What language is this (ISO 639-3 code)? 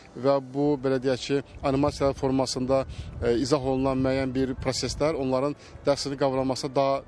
aze